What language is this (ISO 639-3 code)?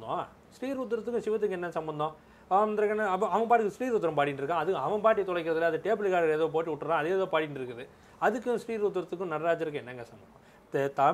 tam